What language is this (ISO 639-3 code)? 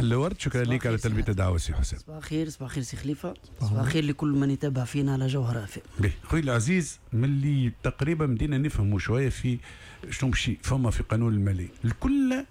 aeb